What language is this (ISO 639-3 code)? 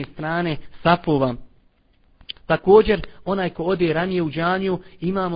bos